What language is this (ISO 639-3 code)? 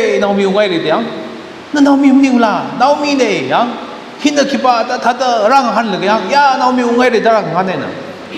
nmf